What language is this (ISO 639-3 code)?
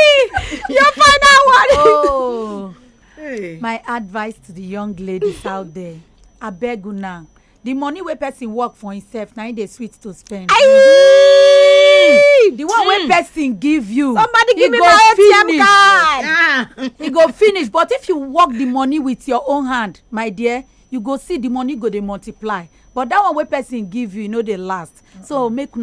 pcm